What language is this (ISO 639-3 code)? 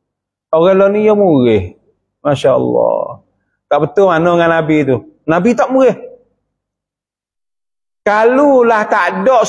msa